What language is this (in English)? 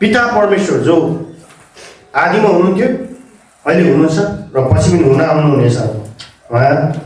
Nepali